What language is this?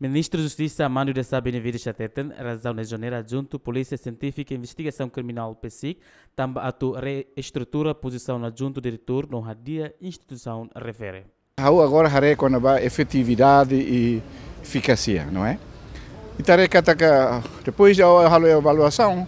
Tetum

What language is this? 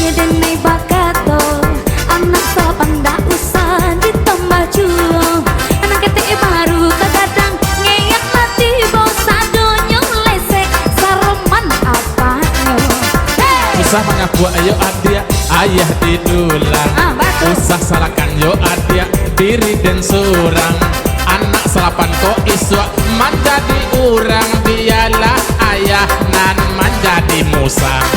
Minangkabau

